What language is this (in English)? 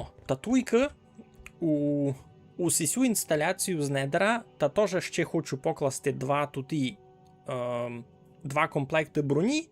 Rusyn